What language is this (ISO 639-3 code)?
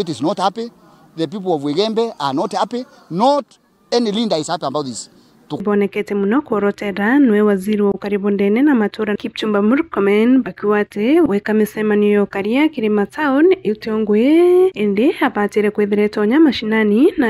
mer